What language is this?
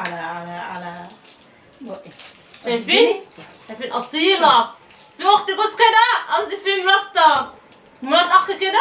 Egyptian Arabic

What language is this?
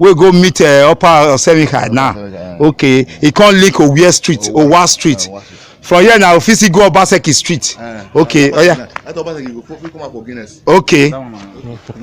Nigerian Pidgin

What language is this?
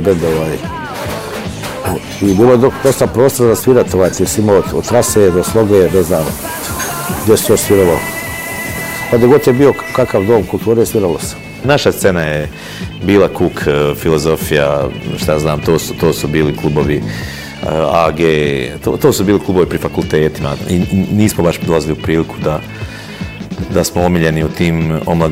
Bosnian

